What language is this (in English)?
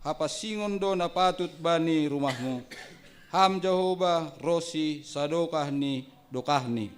Batak Simalungun